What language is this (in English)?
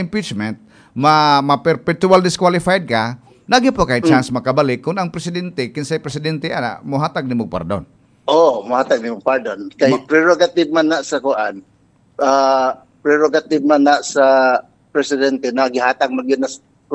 Cebuano